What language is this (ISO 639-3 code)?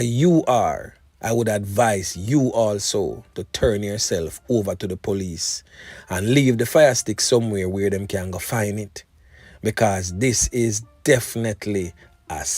jam